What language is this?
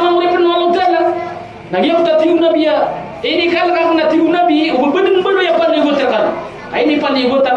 Maranao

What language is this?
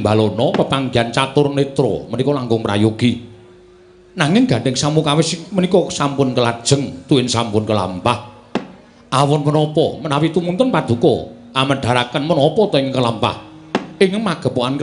Javanese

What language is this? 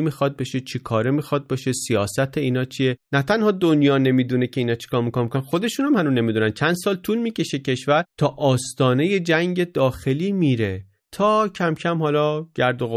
Persian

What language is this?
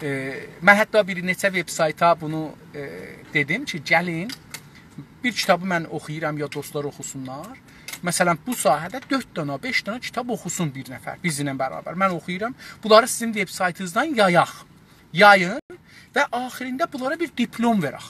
South Azerbaijani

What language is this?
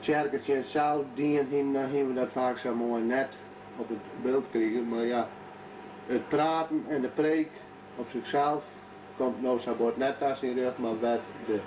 Western Frisian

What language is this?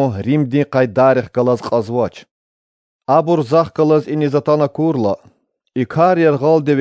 Lezghian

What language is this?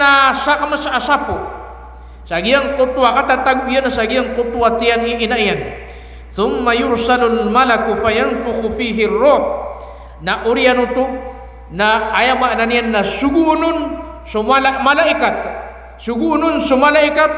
Maranao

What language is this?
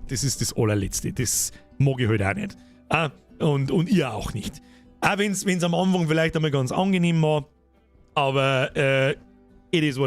Bavarian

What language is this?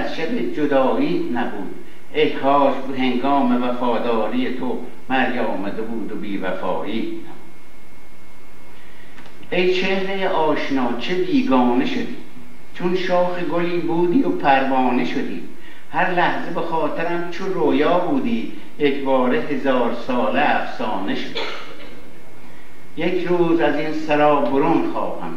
Persian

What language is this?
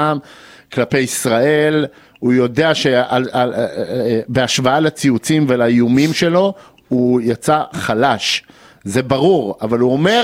Hebrew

